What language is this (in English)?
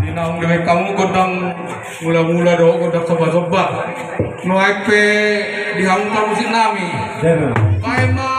Batak Toba